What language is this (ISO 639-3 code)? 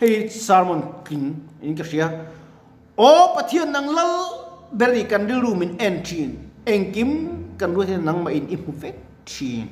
lus